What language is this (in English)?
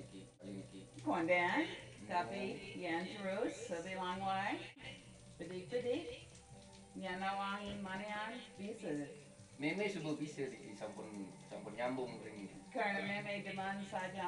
Balinese